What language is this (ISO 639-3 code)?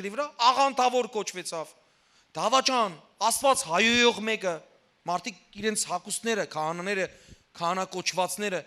hyw